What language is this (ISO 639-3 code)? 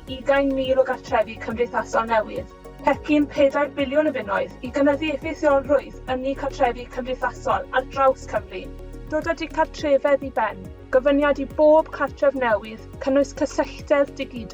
cym